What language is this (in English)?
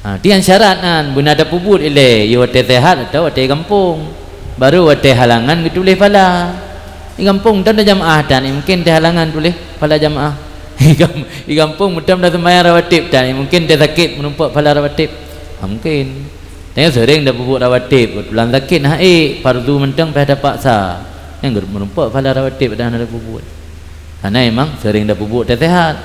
Achinese